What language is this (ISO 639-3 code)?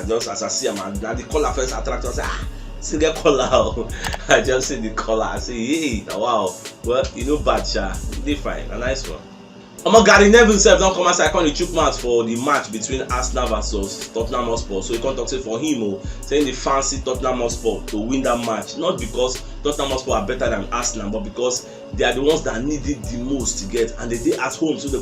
pcm